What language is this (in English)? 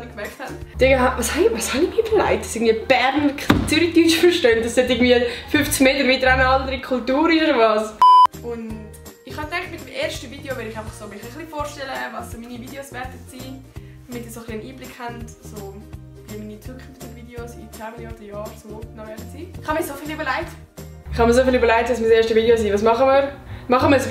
Swiss German